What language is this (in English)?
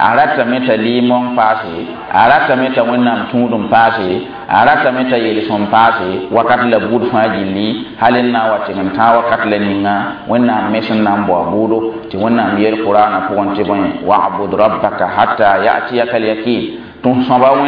Mossi